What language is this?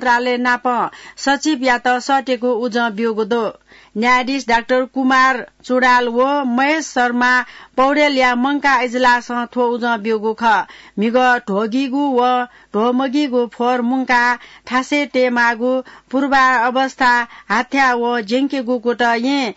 Newari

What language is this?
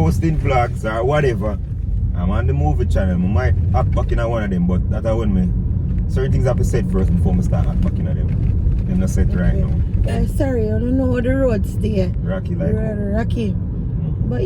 Jamaican Creole English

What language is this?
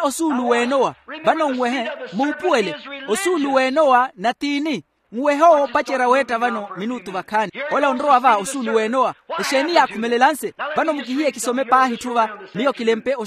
Makhuwa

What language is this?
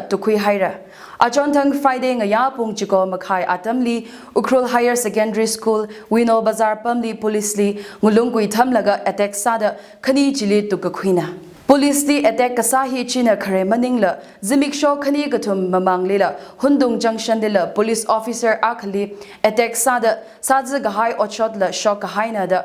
Tangkhul Naga (India)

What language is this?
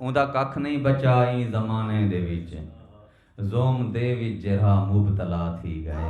Saraiki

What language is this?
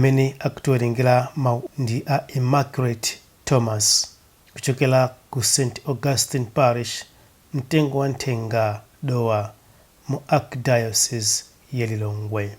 Nyanja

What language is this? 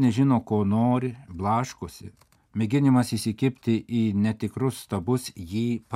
Lithuanian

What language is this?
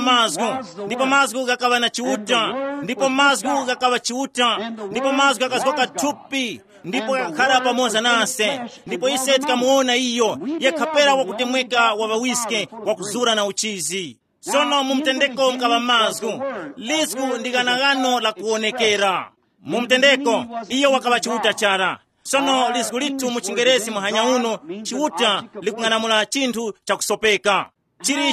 Tumbuka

